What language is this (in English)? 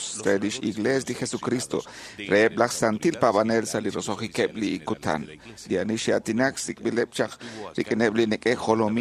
Kekchí